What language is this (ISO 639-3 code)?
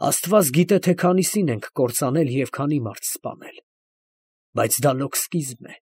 hye